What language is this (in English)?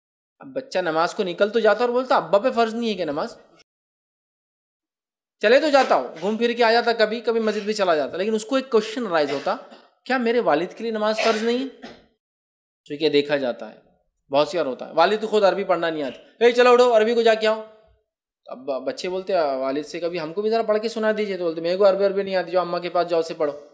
Urdu